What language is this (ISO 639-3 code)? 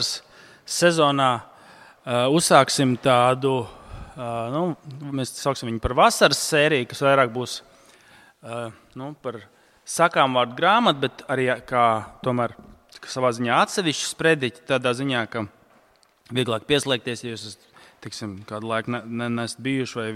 lav